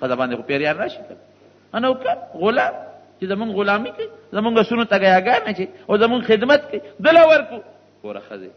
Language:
Pashto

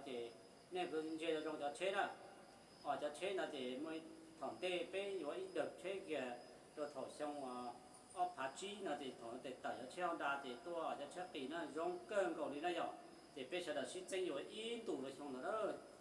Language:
Hmong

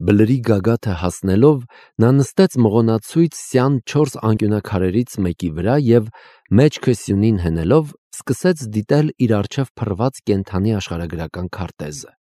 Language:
Armenian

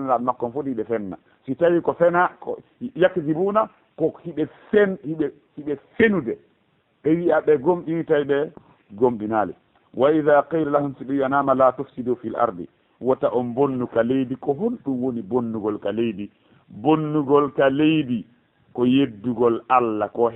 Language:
Fula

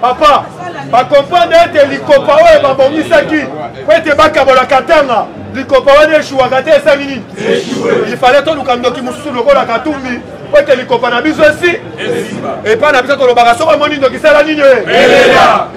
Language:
Lingala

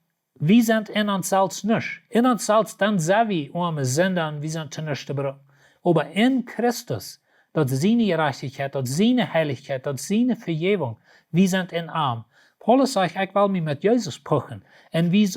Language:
Plautdietsch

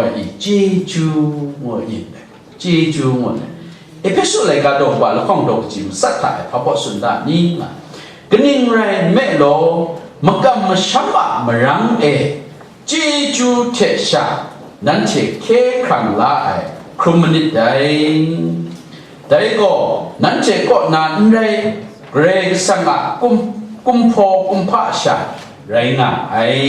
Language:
Kachin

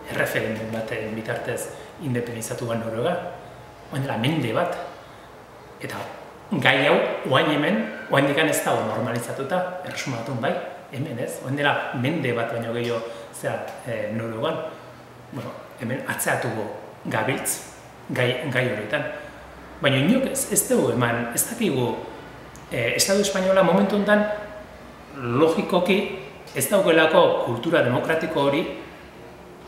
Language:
Basque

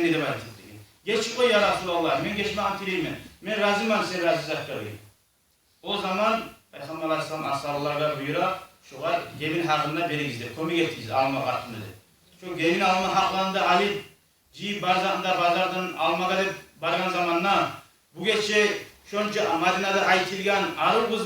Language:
Kumyk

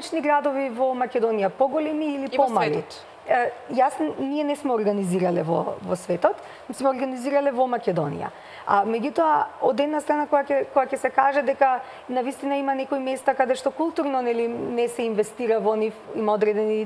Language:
Macedonian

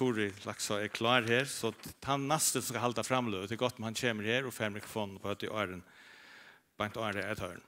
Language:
Faroese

